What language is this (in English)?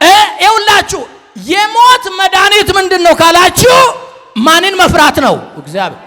Amharic